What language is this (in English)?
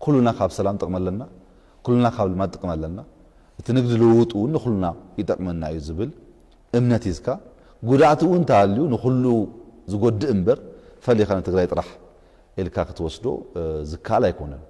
Tigrinya